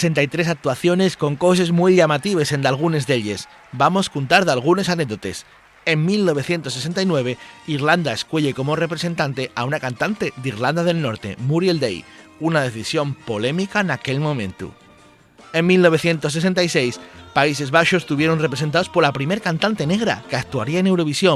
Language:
Asturian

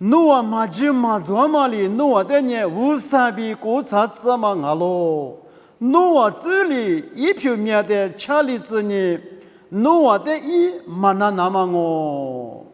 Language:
Lisu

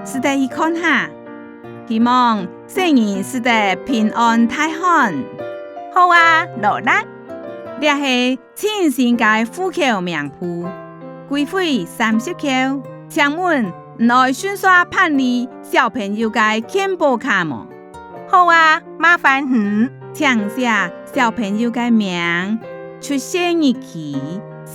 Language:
Hakka Chinese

